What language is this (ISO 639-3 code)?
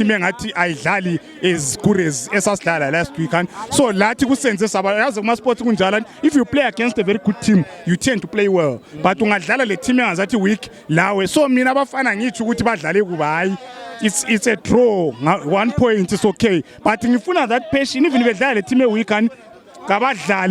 nde